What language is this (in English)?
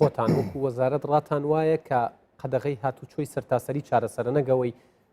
Central Kurdish